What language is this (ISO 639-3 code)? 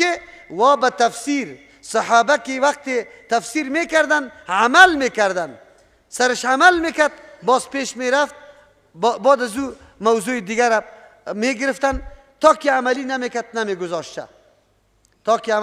fas